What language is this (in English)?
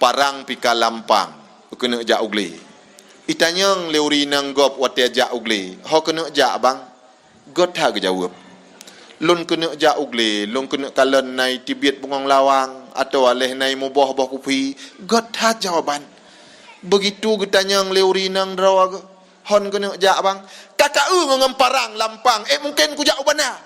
Achinese